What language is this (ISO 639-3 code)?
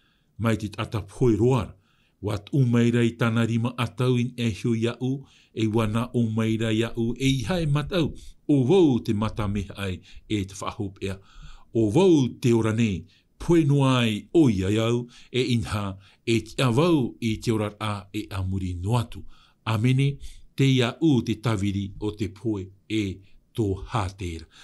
tah